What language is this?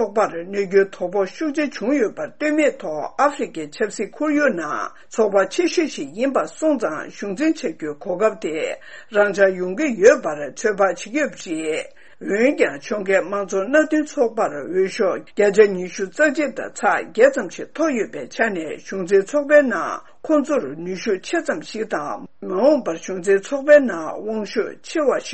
Tibetan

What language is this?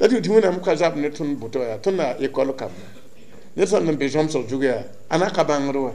Mossi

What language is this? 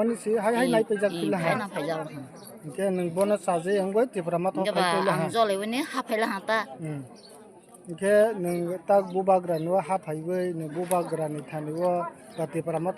Kok Borok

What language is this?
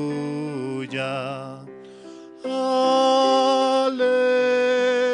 South Bolivian Quechua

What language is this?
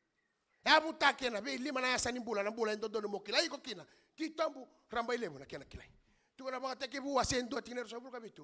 Fijian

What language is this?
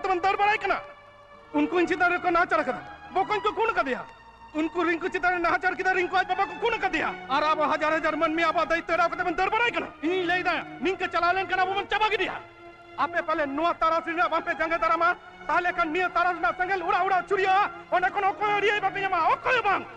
Santali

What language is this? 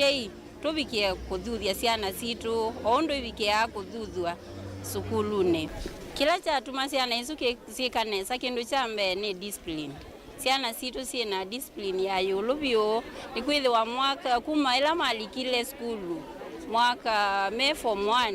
Kamba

